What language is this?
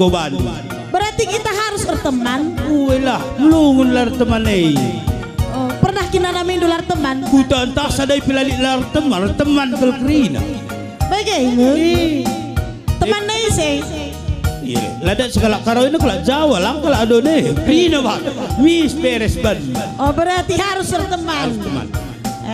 Batak Karo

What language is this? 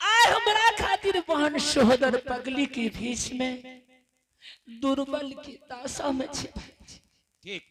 Angika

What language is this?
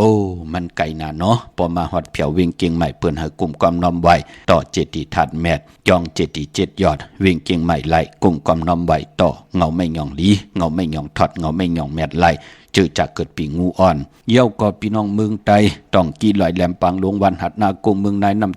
Shan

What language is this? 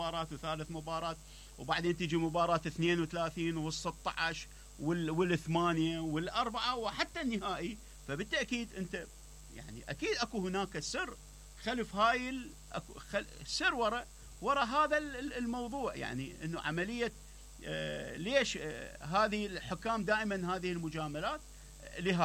Mesopotamian Arabic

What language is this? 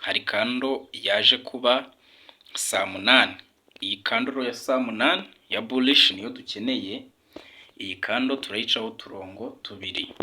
Kinyarwanda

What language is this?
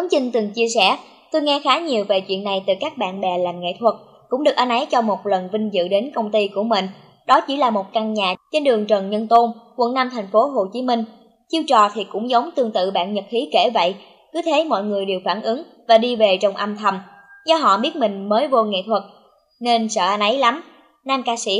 Vietnamese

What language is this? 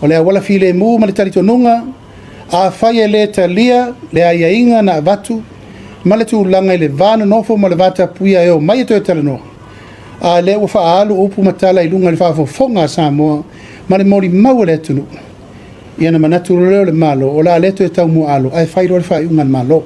Samoan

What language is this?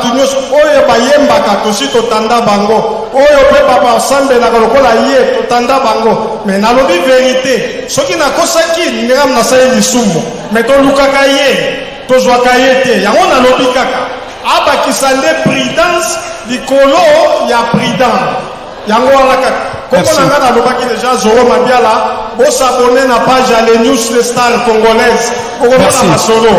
Lingala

